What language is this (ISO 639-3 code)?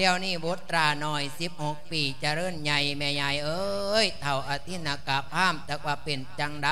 lao